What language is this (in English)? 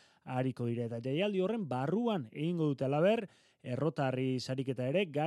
Basque